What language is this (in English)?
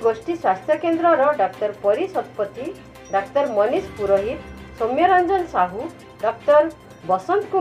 Odia